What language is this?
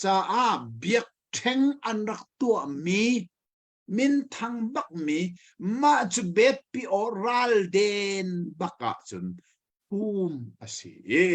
Hakha Chin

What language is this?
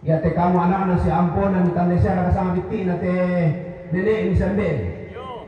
Toraja-Sa'dan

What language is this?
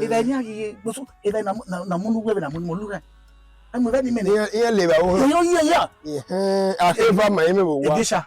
Bini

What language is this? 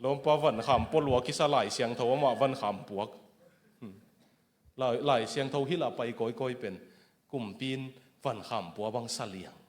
Tedim Chin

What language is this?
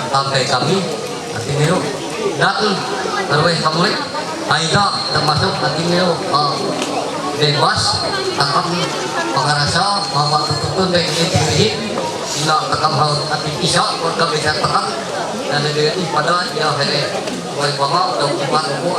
Ma'anyan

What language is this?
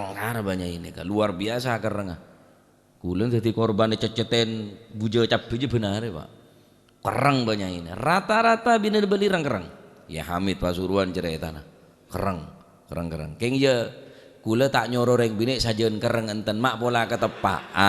Madurese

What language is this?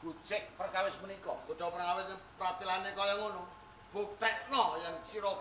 Javanese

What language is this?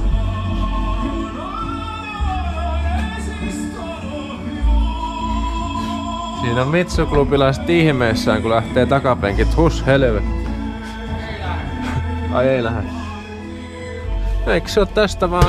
Finnish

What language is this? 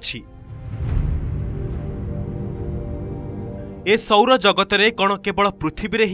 Odia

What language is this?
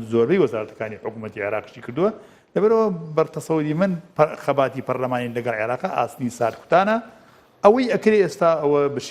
Central Kurdish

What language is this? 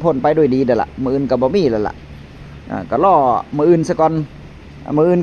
Northeastern Thai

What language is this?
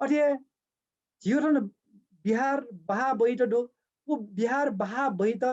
Newari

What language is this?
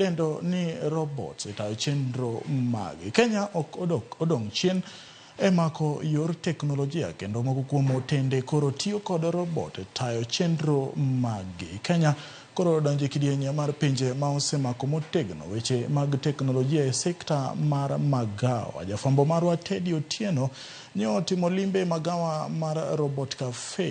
Luo (Kenya and Tanzania)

